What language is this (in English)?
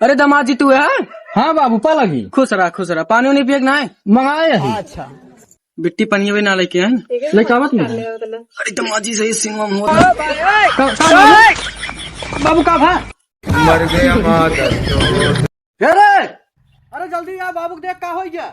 Awadhi